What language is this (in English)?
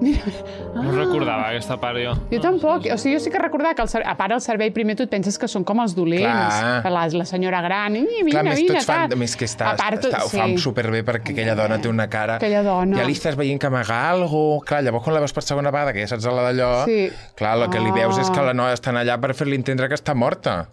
Catalan